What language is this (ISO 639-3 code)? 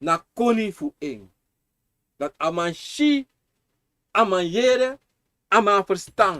srn